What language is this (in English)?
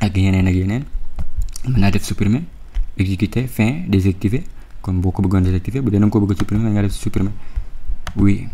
Wolof